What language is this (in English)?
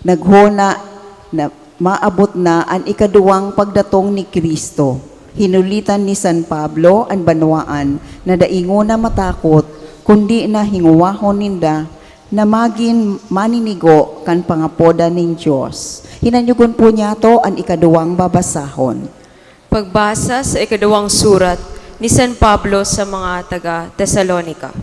Bikol